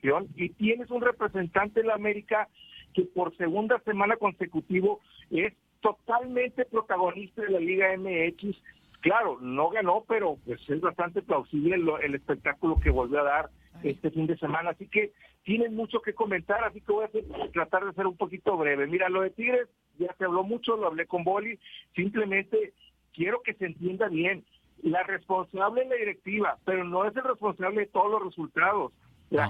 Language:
Spanish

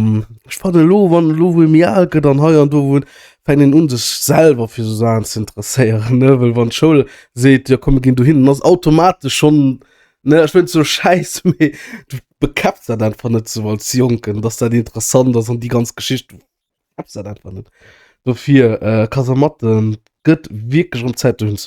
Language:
Luxembourgish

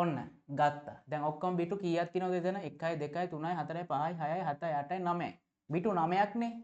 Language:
Sinhala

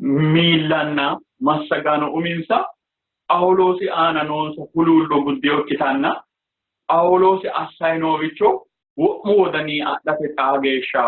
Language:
Sidamo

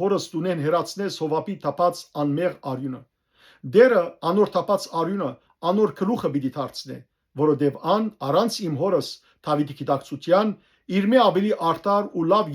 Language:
Western Armenian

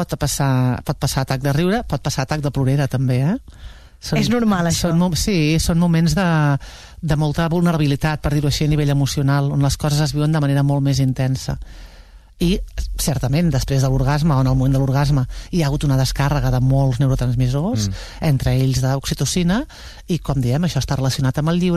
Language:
Catalan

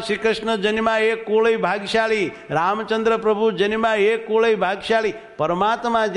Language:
Gujarati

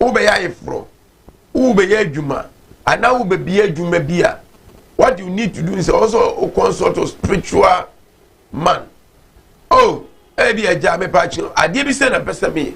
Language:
Akan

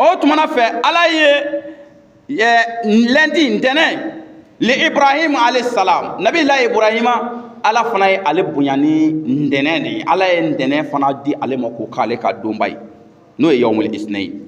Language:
Bambara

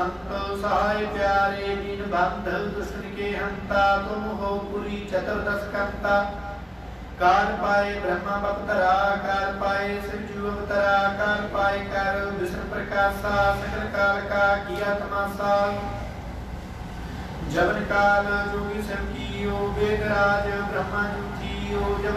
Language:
Punjabi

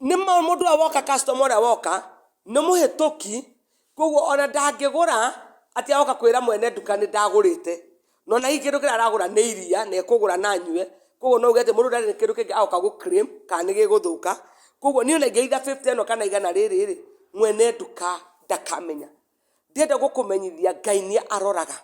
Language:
Kikuyu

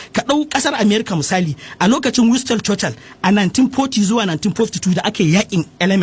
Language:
Hausa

